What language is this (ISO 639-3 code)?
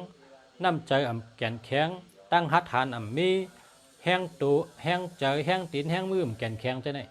shn